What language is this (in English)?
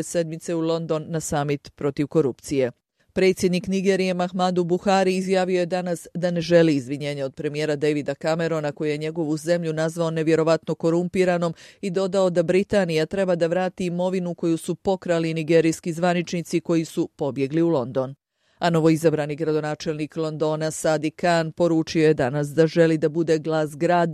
Bosnian